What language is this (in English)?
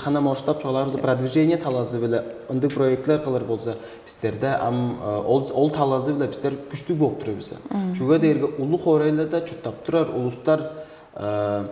Tuvinian